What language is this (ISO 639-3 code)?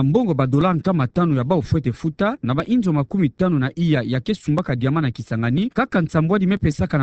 ktu